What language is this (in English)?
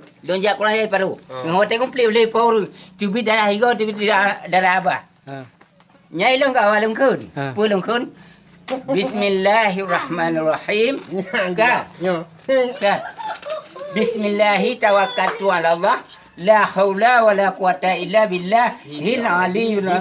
Achinese